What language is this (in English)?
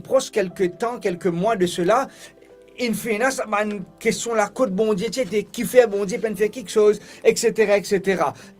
Morisyen